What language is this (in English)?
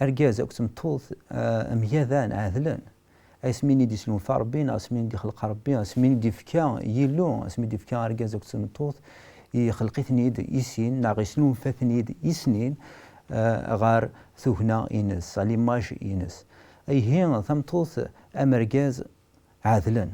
Kabyle